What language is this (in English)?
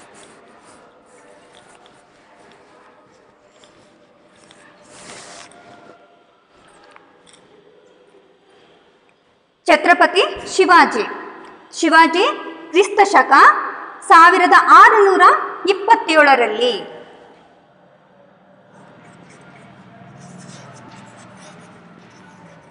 Kannada